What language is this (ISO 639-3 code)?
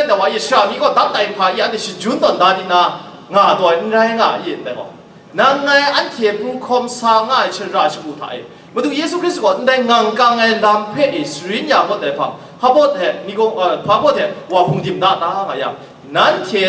kac